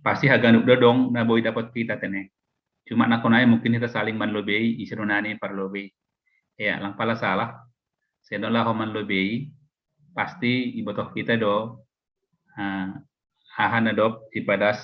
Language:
Batak Simalungun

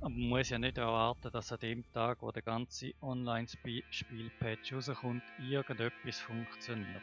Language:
Swiss German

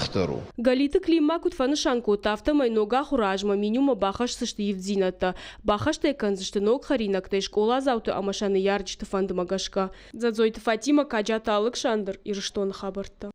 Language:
Ossetic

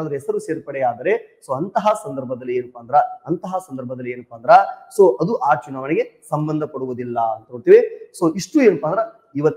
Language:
Kannada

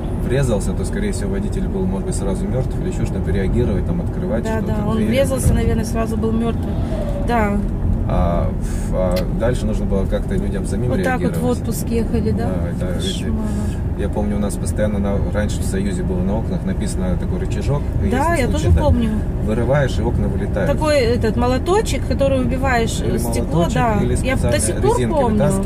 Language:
Russian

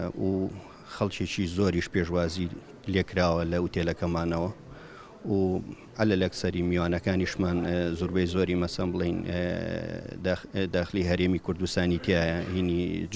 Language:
Central Kurdish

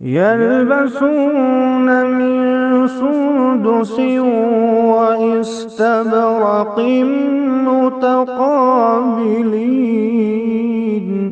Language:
Kashmiri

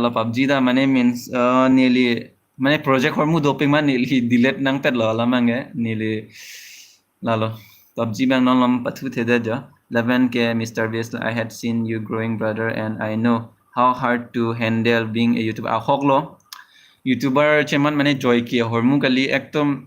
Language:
Karbi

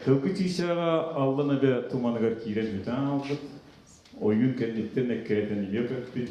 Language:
Yakut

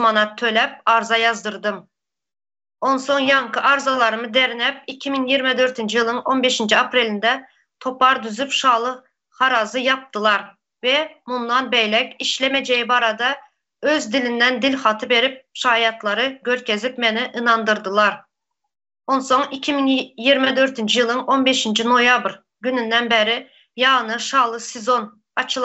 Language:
Turkmen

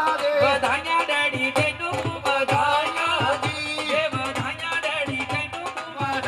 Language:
Punjabi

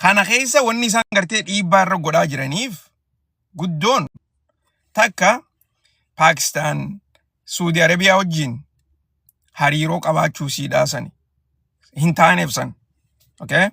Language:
Oromo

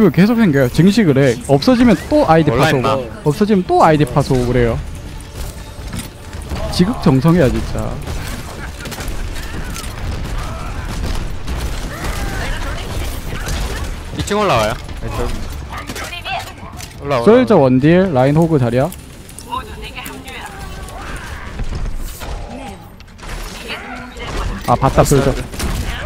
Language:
Korean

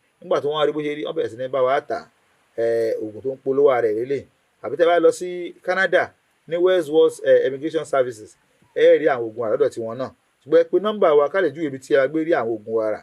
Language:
Yoruba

